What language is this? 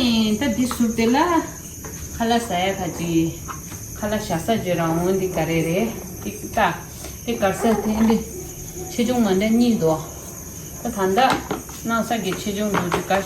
Tibetan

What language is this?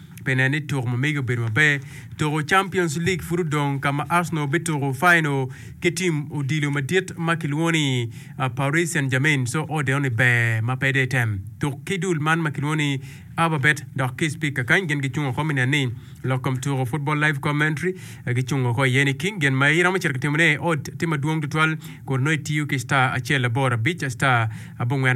Acoli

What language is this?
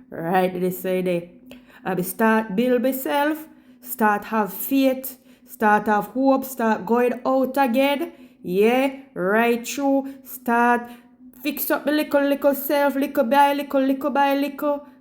Jamaican Creole English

